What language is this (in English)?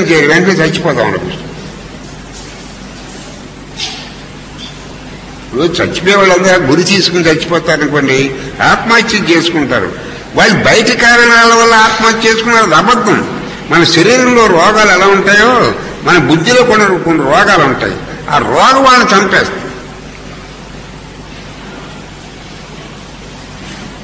Telugu